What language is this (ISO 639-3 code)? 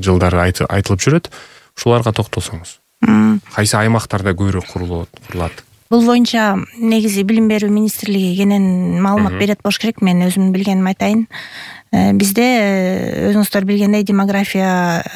kir